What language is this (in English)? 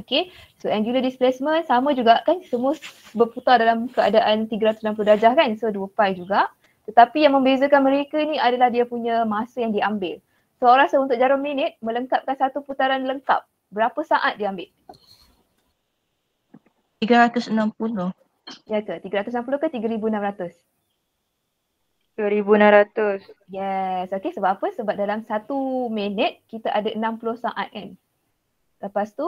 Malay